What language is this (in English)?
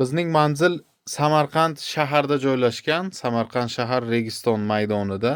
Uzbek